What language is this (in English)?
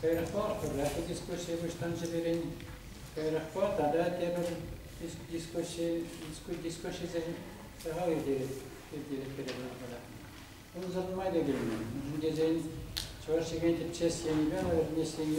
Chuvash